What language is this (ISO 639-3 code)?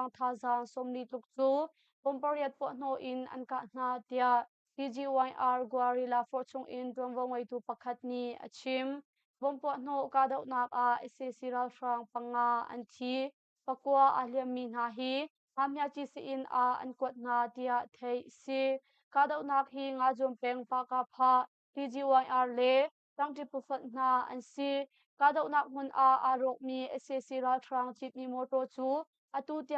cnh